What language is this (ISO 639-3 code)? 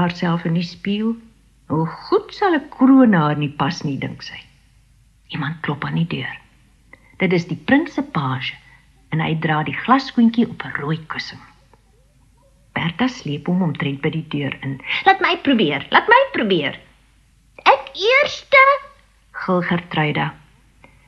afr